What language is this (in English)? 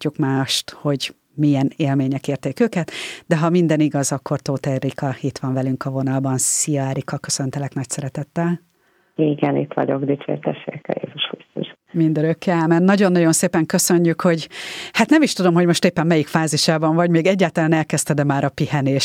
Hungarian